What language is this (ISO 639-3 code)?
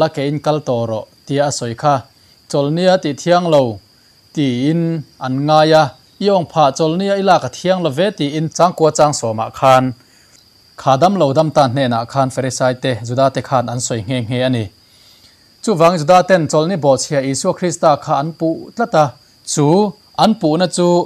lus